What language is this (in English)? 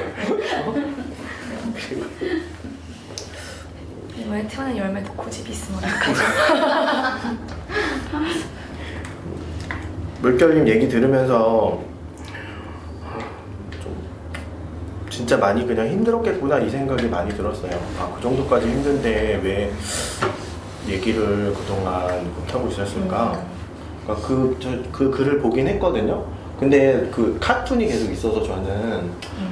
Korean